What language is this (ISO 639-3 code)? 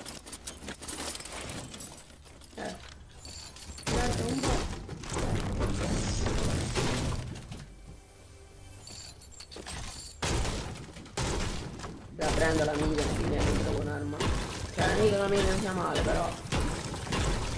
ita